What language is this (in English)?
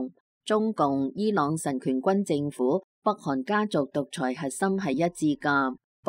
Cantonese